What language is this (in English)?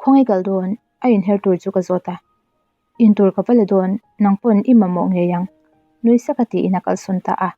Mizo